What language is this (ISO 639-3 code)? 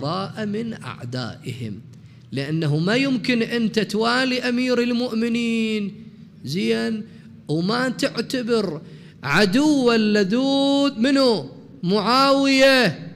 acm